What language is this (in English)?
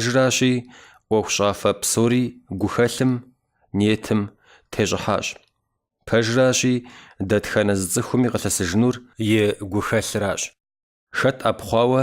Kabardian